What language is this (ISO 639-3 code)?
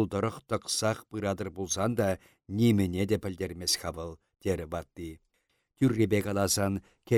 chv